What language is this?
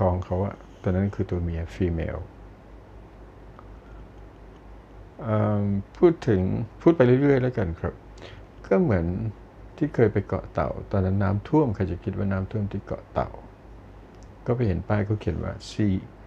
Thai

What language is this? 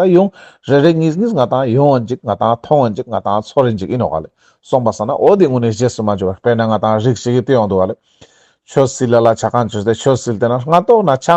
Ladakhi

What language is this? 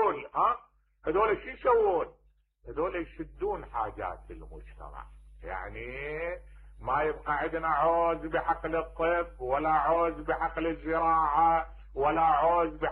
Mesopotamian Arabic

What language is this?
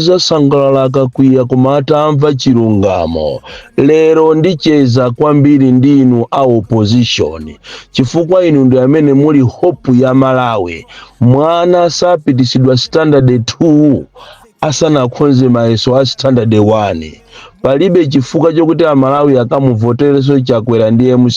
Nyanja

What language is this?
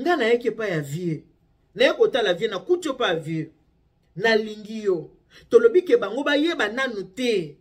Lingala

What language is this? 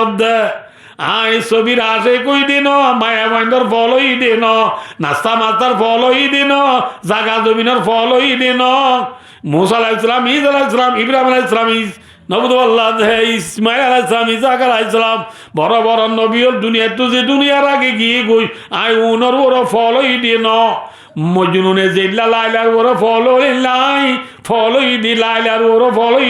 Rohingya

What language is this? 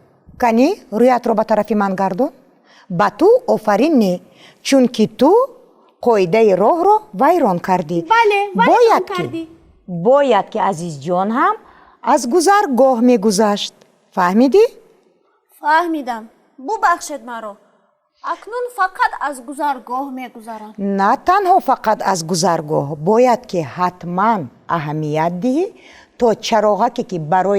Tajik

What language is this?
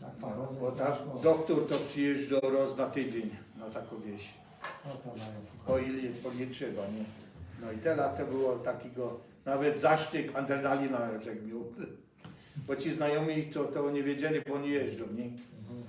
Silesian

